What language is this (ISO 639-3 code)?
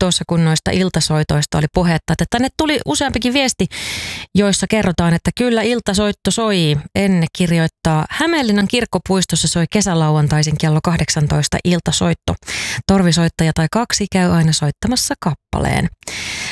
fin